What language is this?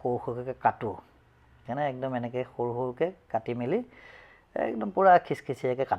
Assamese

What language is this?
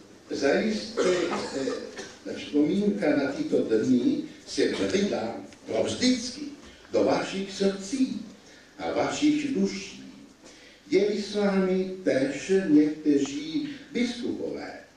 Czech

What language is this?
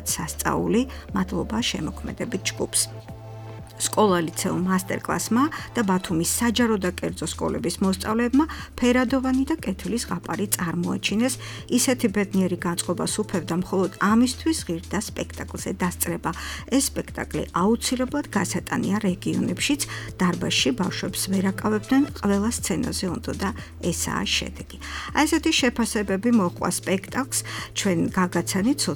Georgian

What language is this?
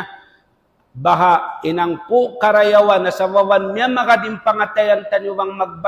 Tausug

